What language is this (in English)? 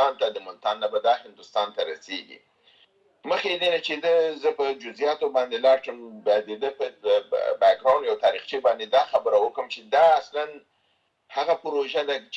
Pashto